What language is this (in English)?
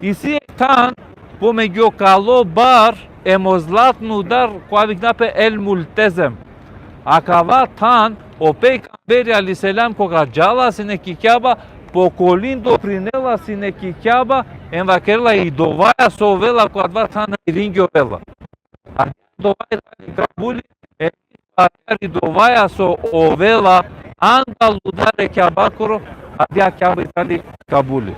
Balkan Romani